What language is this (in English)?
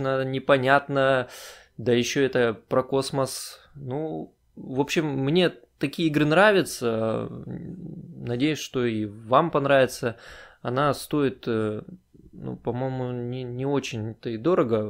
Russian